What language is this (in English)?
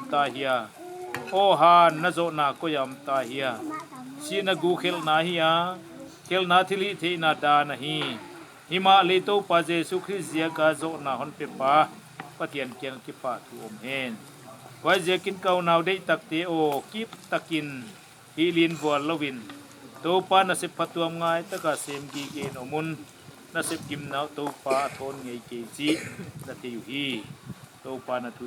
Paite Chin